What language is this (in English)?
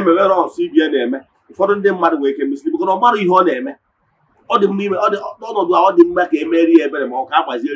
Igbo